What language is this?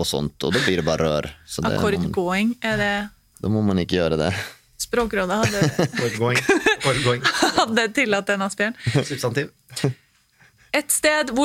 Norwegian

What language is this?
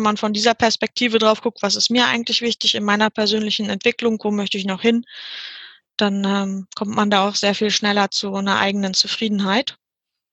German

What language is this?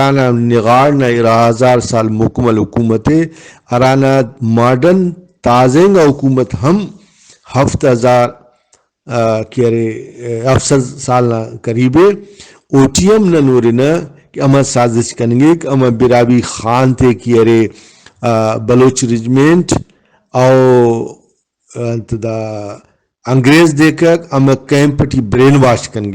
Brahui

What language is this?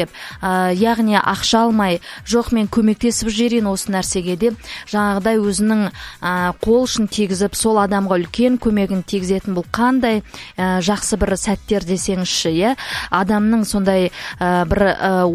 Kazakh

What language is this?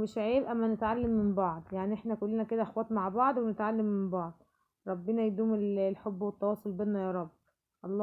Egyptian Arabic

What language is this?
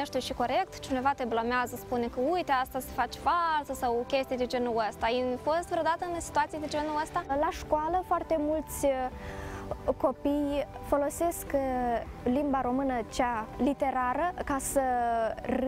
Romanian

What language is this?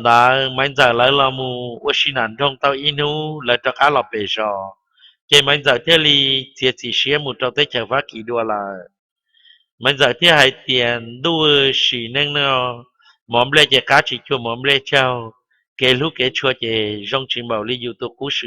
Hmong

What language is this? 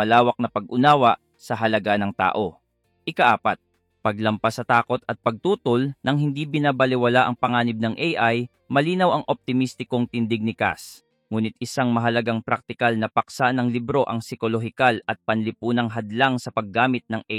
Filipino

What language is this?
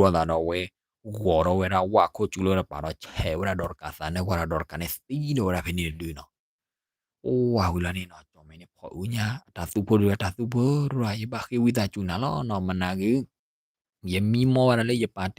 S'gaw Karen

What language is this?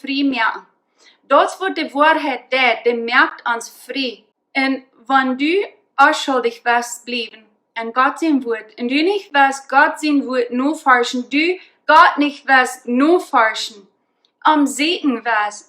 Plautdietsch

